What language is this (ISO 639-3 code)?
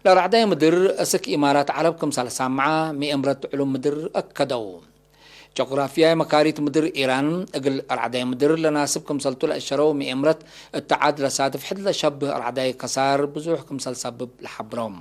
tig